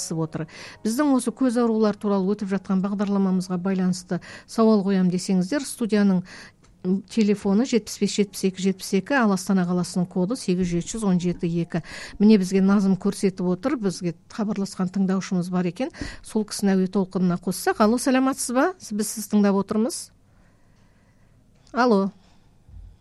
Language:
Kazakh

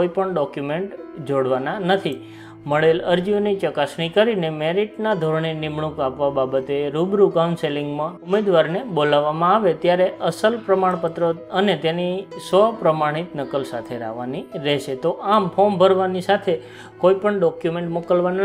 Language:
Gujarati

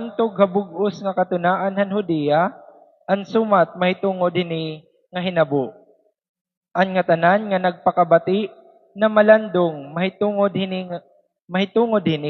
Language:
Waray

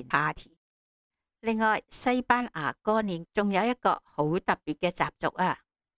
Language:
Cantonese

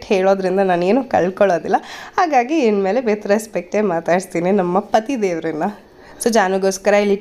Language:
Kannada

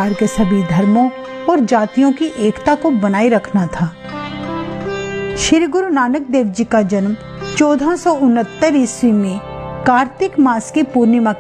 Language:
Hindi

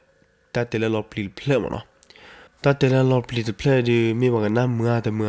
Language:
S'gaw Karen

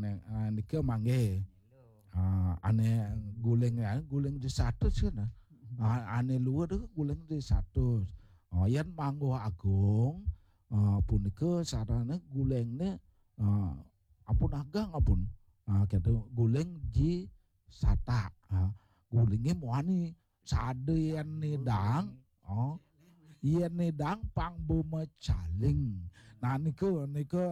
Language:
Balinese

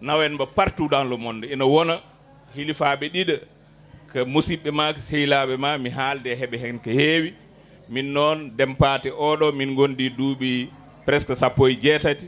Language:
Fula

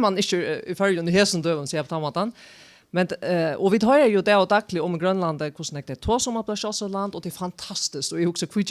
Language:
Faroese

